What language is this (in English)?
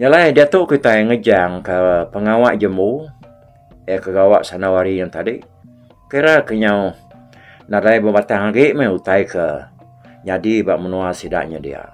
Iban